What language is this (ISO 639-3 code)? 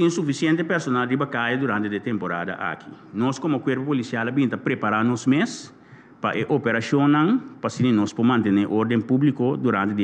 pap